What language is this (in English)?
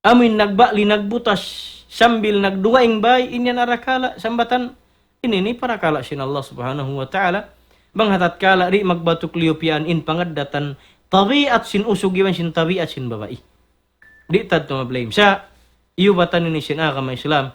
Tausug